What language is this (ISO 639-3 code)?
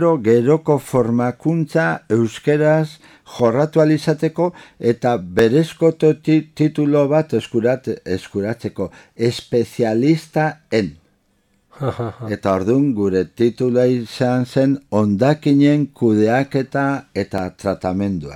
eus